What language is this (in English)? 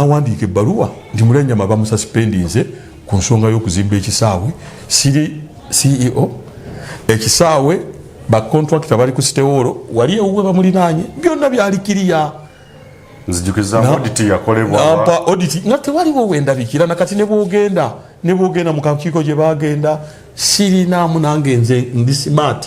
Ganda